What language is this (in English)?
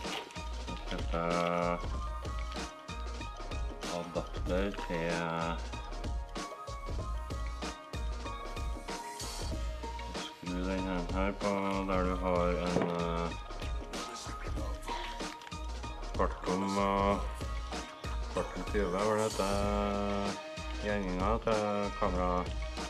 Norwegian